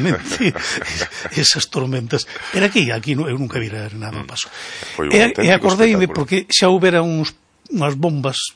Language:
Galician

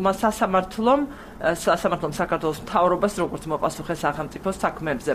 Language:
Georgian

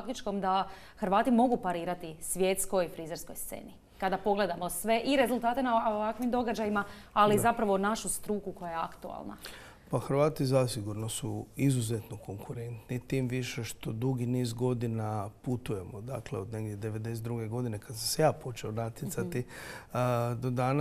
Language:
Croatian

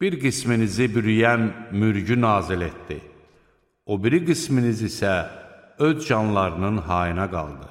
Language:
Azerbaijani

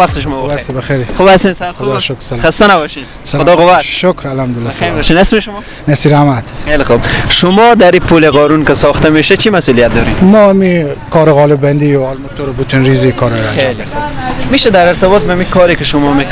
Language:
Persian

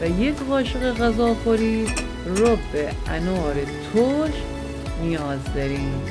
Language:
Gilaki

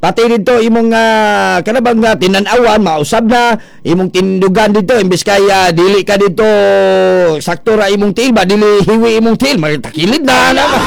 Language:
Cebuano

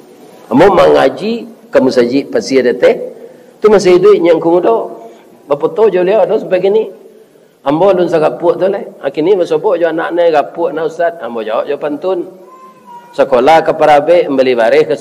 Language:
Minangkabau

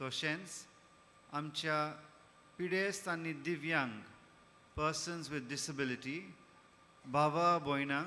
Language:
Konkani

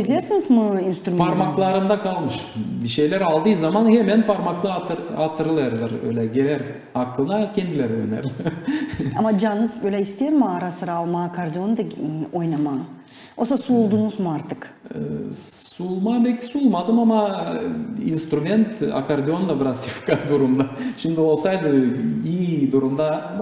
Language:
Gagauz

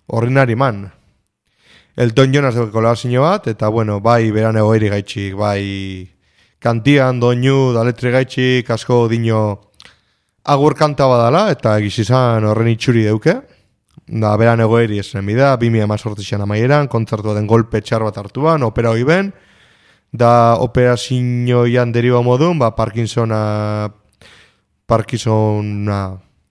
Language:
Basque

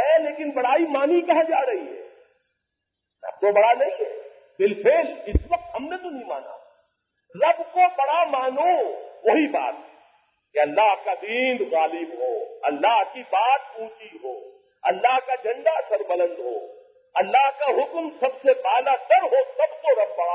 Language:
Urdu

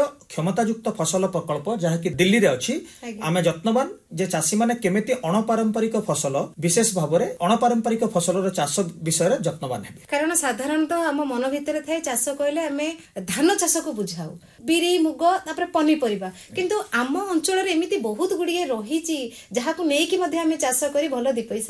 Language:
Odia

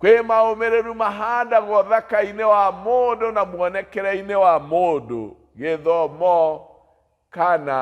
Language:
Kikuyu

